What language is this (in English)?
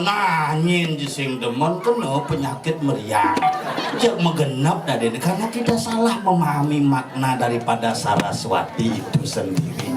Balinese